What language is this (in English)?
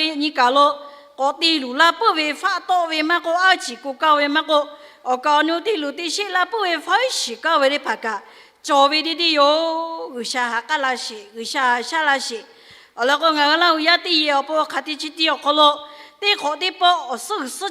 Lahu